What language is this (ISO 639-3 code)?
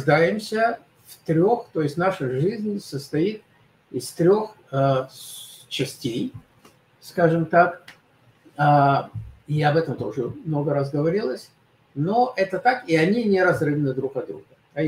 rus